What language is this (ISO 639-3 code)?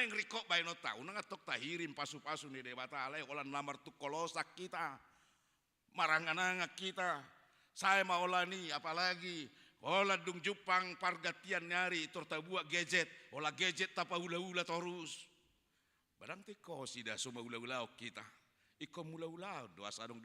bbc